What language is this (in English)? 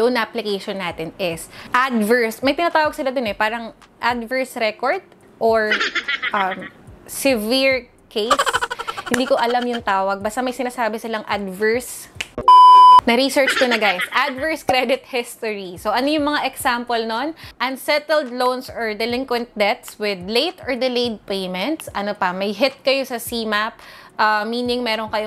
Filipino